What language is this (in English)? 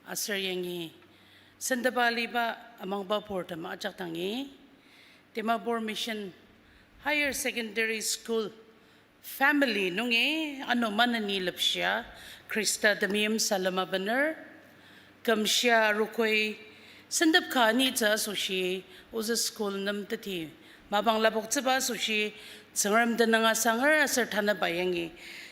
Ao Naga